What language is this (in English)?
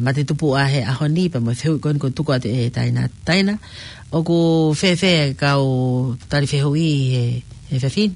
Tongan